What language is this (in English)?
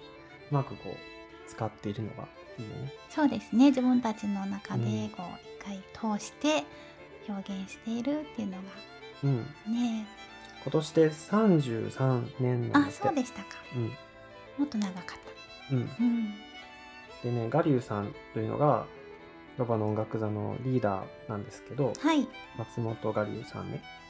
Japanese